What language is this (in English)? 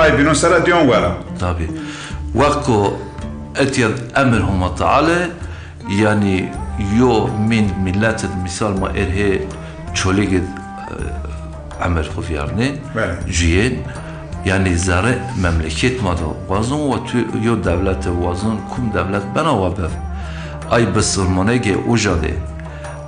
Zaza